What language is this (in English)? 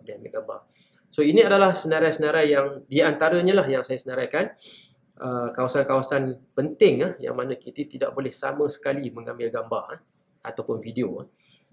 Malay